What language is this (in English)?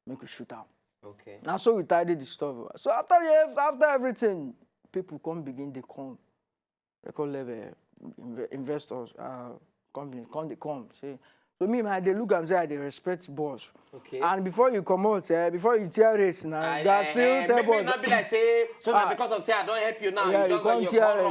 Nigerian Pidgin